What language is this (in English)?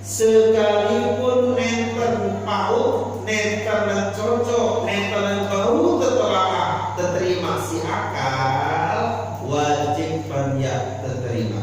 Sasak